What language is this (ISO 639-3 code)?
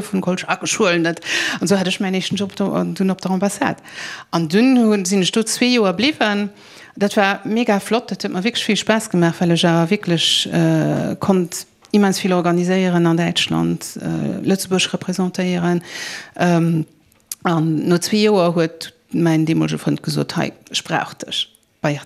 ltz